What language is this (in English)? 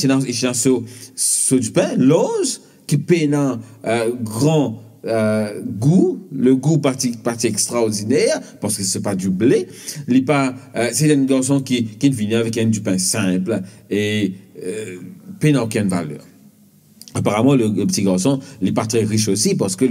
Morisyen